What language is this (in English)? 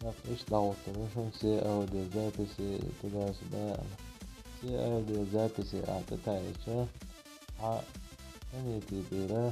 Chechen